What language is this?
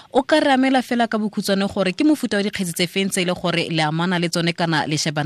Tswana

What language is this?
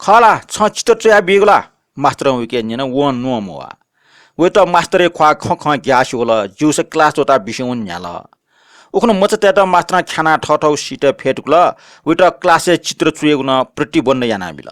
Newari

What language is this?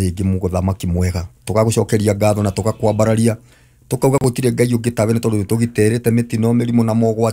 Kikuyu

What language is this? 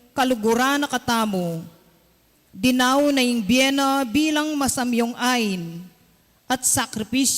Pampanga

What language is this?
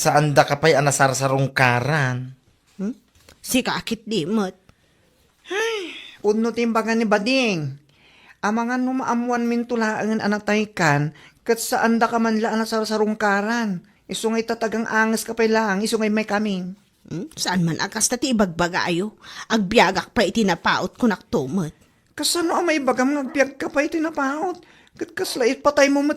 Iloko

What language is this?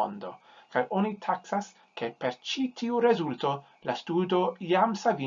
Esperanto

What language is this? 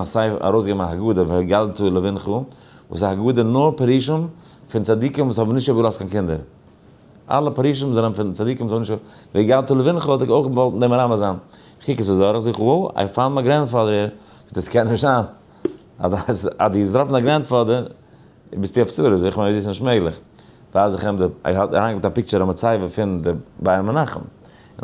Yiddish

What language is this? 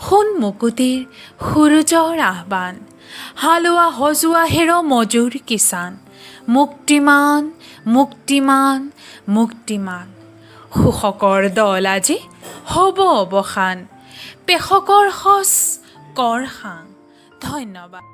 Assamese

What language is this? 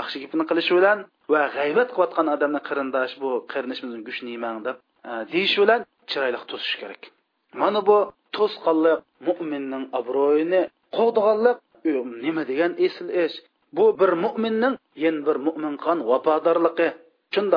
Uyghur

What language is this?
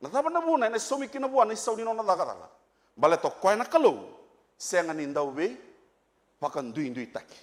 Fijian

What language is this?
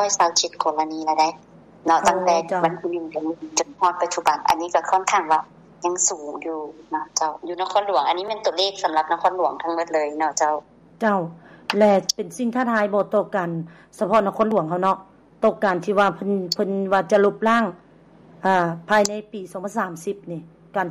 Lao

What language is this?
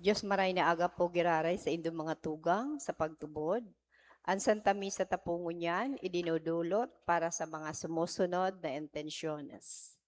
Bikol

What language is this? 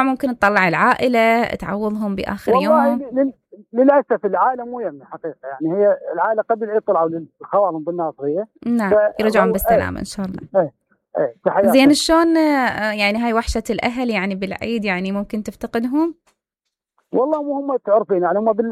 Mesopotamian Arabic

